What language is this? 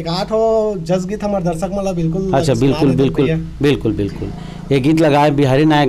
Chhattisgarhi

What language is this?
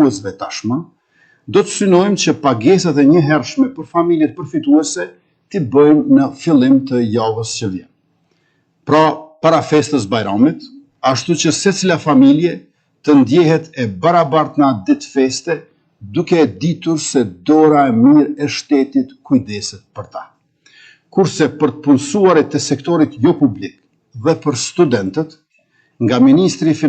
Albanian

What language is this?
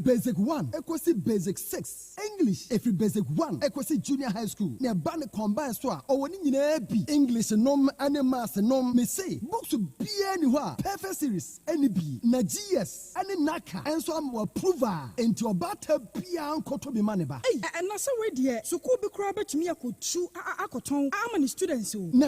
Akan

